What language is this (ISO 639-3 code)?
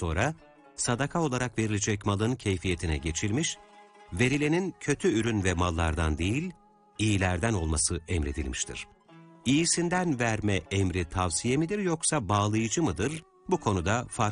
tur